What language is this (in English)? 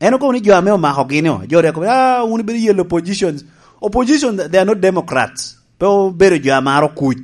Lango (Uganda)